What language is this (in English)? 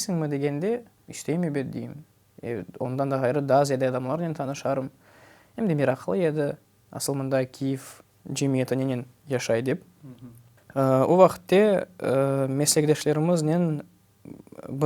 Crimean Tatar